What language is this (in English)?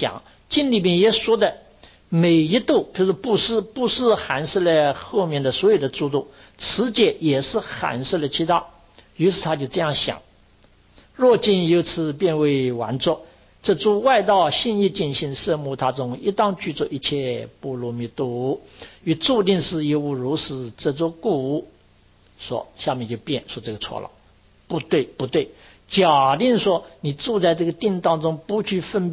Chinese